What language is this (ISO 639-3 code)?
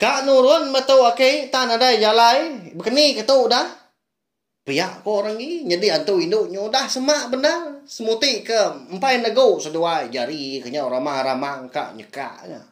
iba